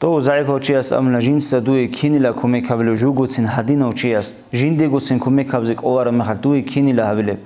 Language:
Avaric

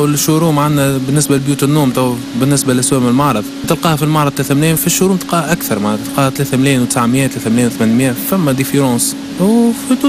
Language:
Tunisian Arabic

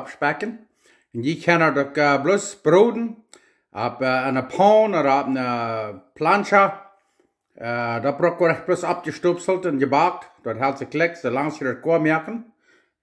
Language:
Plautdietsch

